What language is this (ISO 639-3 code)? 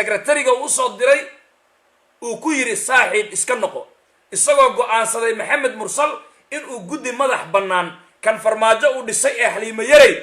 som